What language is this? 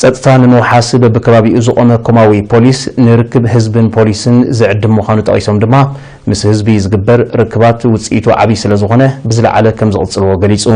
Tigrinya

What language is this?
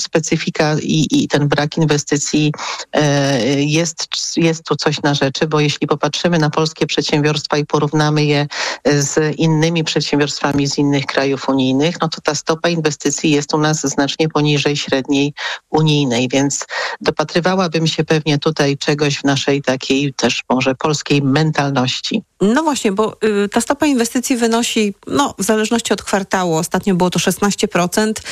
Polish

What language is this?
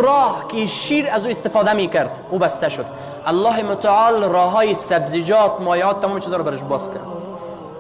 Tajik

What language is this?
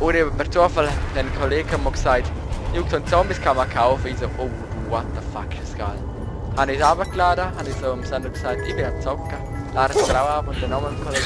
Swiss German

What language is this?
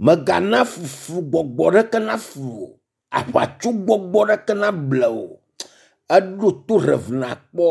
Ewe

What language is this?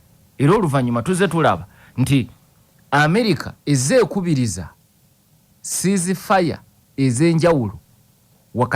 Ganda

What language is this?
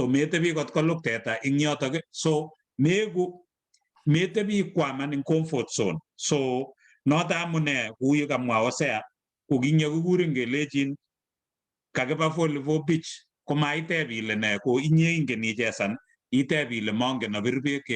Kalenjin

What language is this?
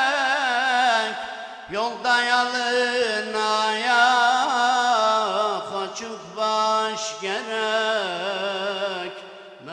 Turkish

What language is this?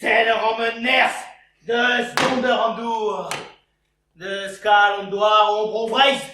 Breton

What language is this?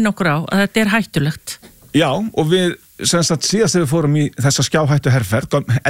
Icelandic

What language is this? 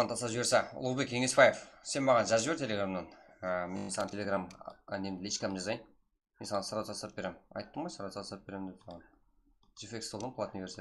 Kara-Kalpak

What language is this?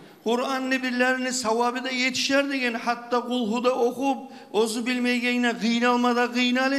Kumyk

